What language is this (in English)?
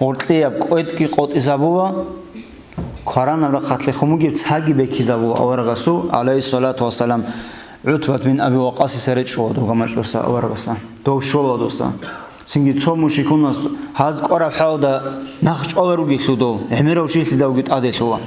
Avaric